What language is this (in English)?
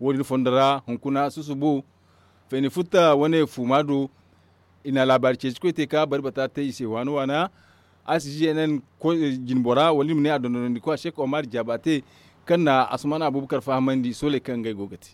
Zarma